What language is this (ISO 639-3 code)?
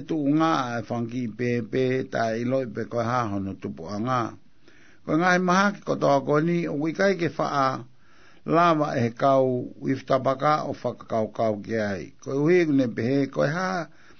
ton